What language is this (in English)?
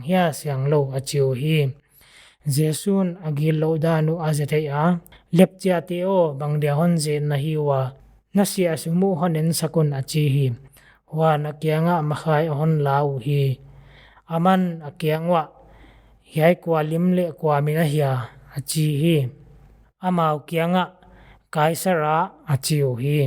Paite Chin